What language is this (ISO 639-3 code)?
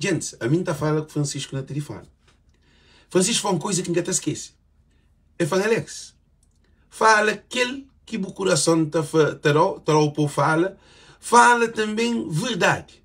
kea